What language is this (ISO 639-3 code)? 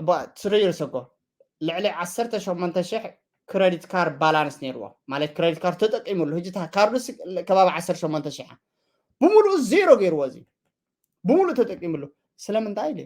tir